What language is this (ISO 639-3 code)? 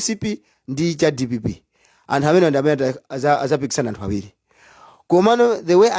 nya